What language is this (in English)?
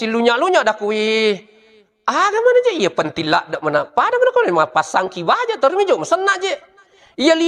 Buginese